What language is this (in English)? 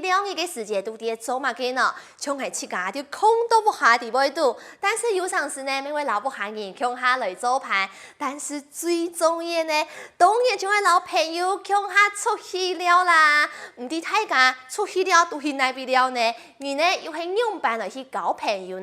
Hakka Chinese